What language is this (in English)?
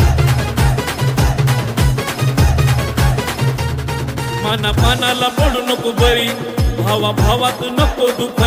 Marathi